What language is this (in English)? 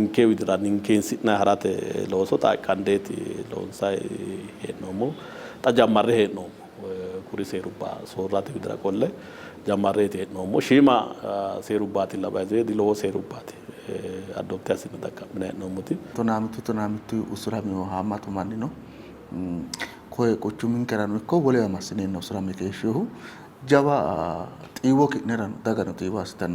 Sidamo